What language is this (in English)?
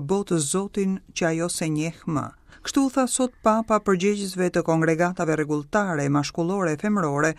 Albanian